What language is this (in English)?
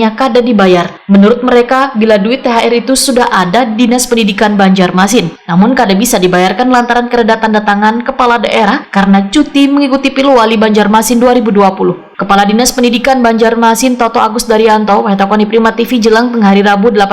Banjar